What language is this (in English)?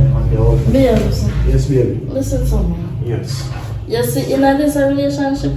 Jamaican Creole English